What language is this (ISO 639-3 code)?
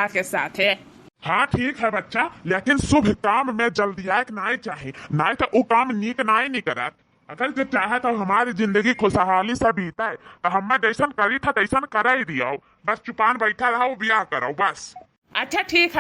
awa